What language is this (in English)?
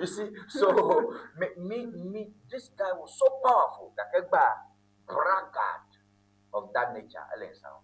Ewe